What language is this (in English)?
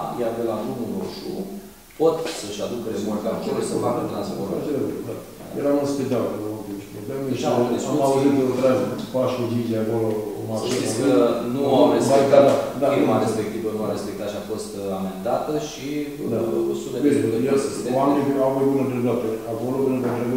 Romanian